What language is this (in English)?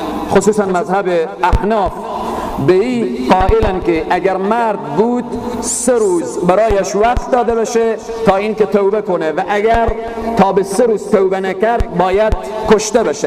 Persian